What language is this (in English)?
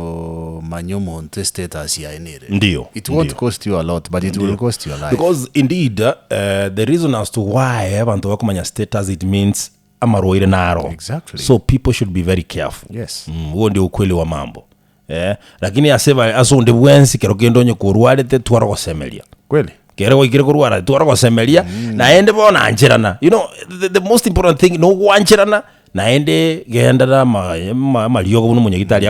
Gusii